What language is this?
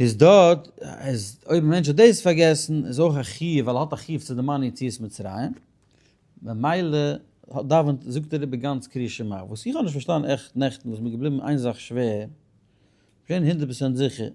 Yiddish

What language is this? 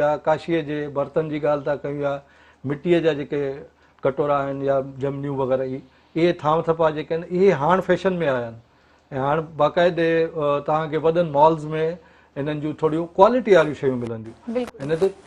Sindhi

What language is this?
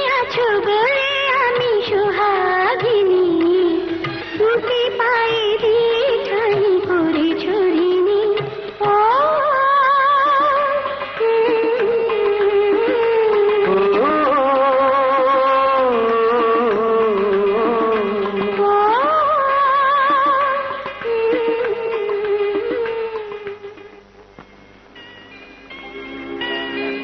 Bangla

